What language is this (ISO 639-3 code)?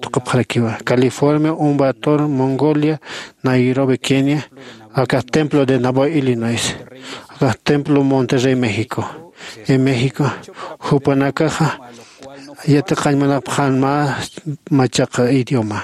aym